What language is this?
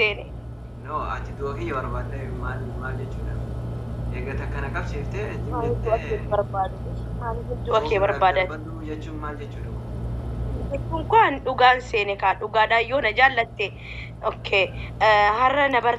Oromo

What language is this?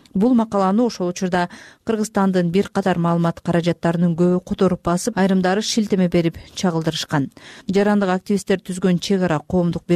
Kyrgyz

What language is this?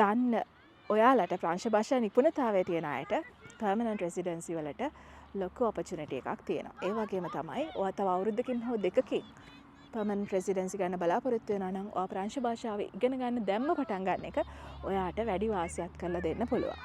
Sinhala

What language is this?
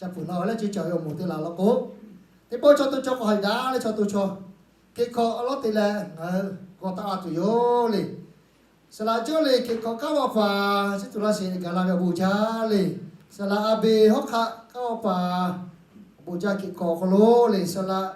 Lahu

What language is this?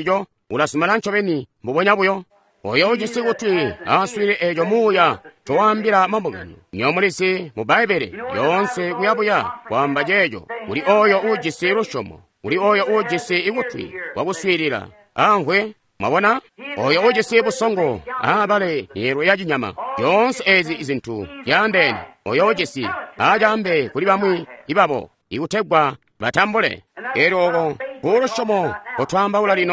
Tonga (Zambia)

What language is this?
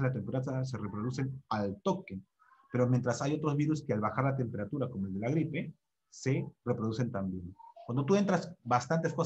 Spanish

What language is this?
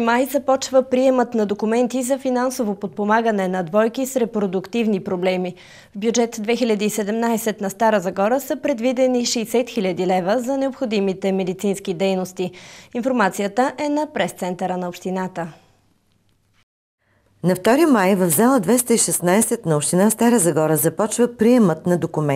Bulgarian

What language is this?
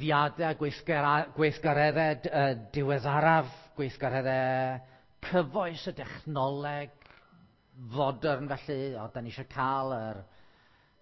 Welsh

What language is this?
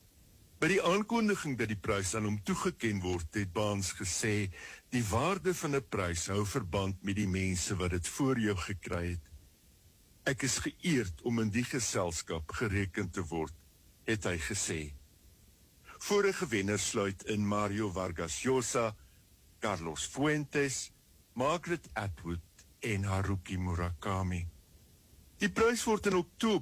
Afrikaans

